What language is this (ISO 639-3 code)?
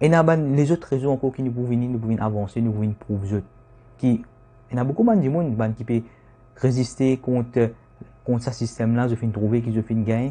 mfe